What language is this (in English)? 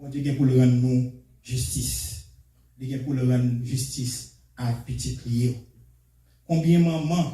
Haitian Creole